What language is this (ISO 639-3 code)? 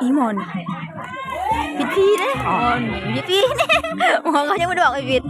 lao